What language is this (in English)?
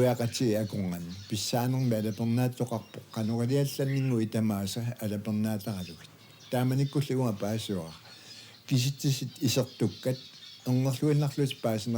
Kalaallisut